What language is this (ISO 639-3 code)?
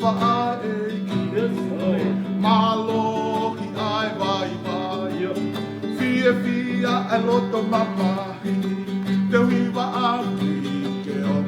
ton